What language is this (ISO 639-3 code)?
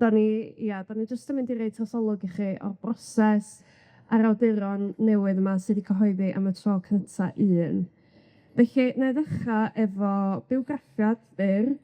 cym